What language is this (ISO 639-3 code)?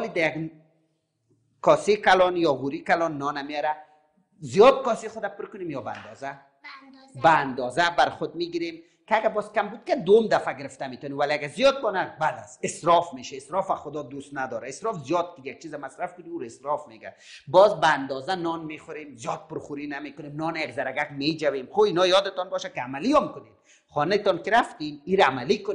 fas